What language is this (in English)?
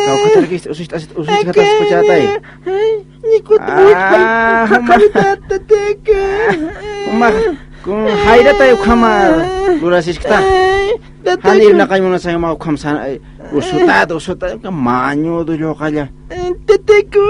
Aymara